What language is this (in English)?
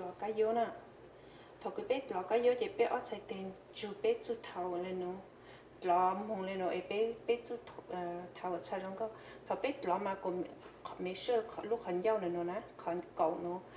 Hmong